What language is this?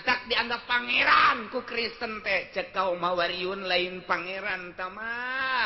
Sundanese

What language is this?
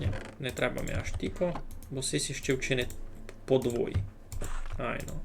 Rusyn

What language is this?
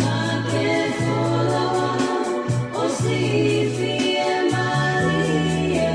Tongan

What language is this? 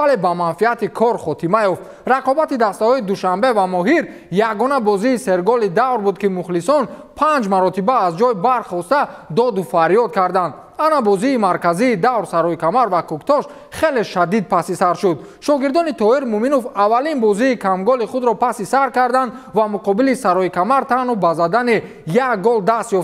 Tajik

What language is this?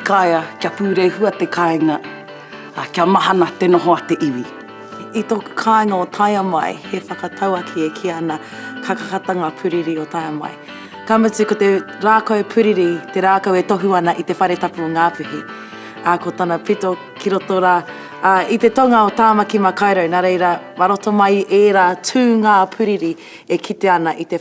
Māori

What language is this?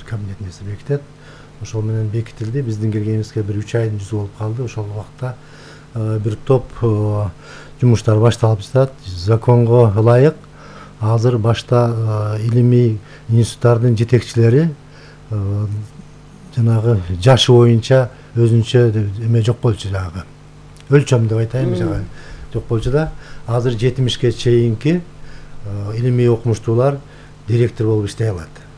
Kyrgyz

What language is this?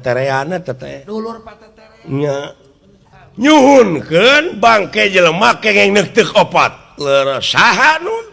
Sundanese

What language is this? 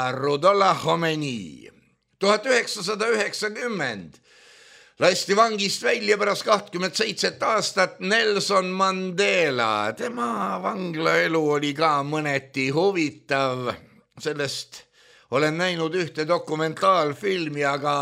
Estonian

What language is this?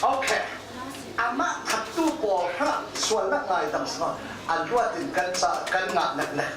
Falam Chin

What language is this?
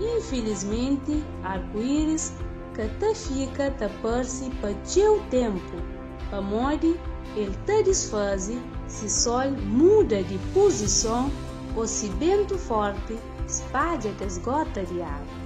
Kabuverdianu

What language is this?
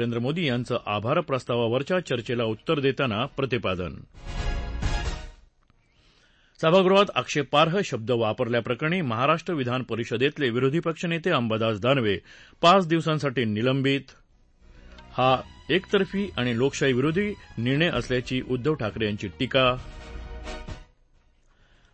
Marathi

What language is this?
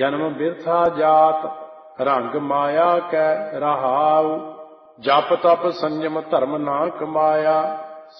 Punjabi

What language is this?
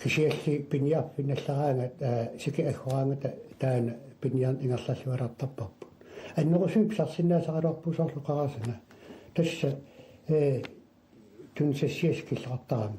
Kalaallisut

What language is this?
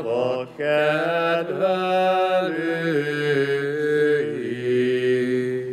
Hungarian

